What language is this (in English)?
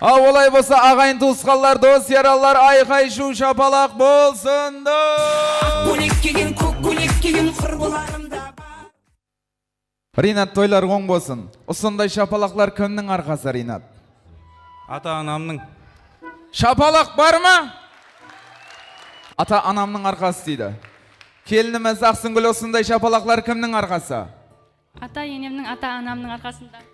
Kazakh